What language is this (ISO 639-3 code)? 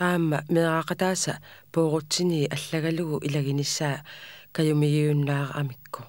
kal